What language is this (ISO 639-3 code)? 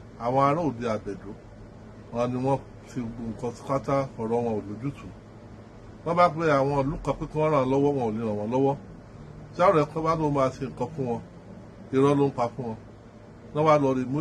yor